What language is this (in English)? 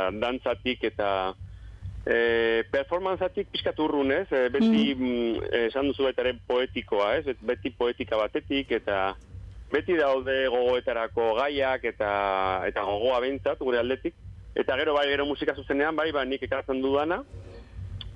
Basque